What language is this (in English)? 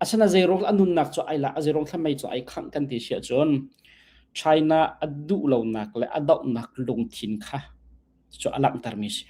Hakha Chin